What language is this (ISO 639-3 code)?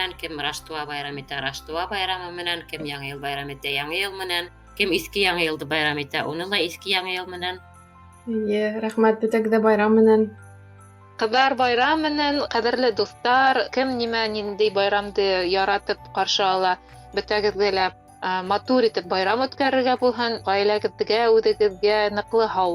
bak